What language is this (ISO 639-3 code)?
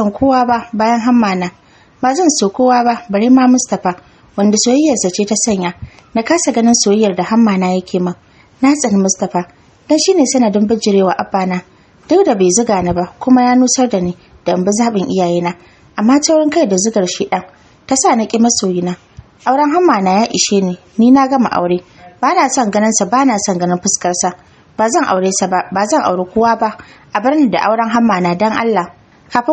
hau